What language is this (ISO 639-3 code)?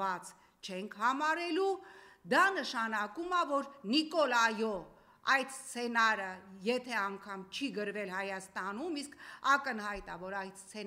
hye